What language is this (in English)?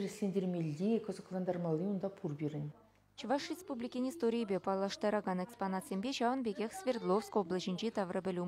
Chuvash